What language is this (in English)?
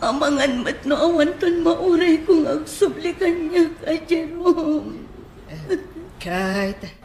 Iloko